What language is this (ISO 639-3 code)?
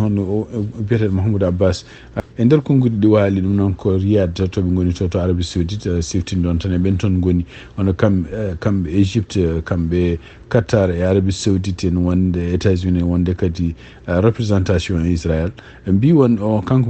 ful